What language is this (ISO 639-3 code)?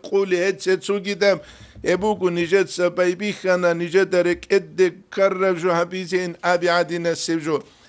ava